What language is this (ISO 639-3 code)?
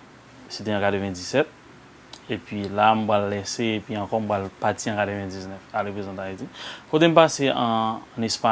hat